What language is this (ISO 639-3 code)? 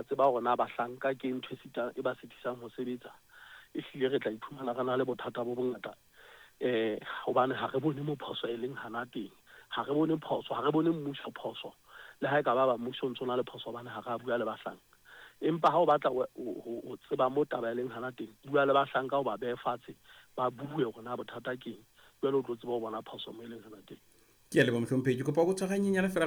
sot